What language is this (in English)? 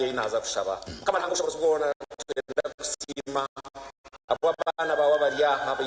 Nyankole